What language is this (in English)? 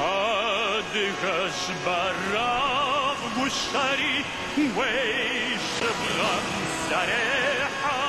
Adyghe